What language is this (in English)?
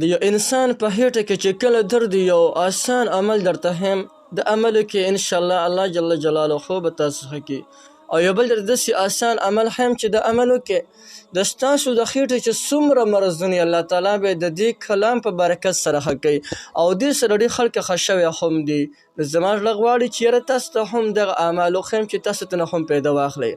Pashto